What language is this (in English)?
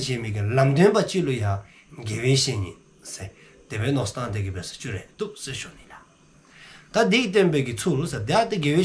Dzongkha